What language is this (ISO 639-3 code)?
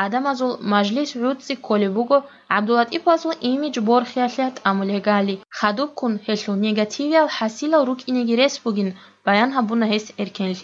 ava